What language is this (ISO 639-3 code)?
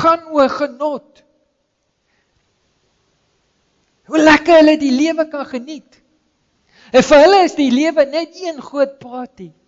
afr